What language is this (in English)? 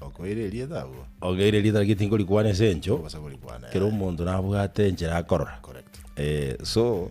Gusii